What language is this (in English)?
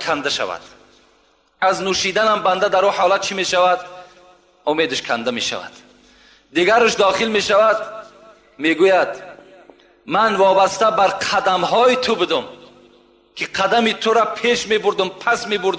Tajik